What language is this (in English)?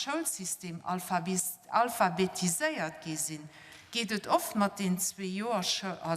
Luxembourgish